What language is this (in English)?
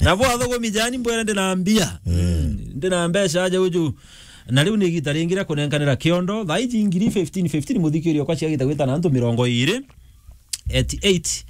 Meru